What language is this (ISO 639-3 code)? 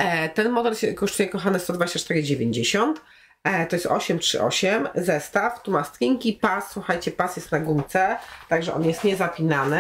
pol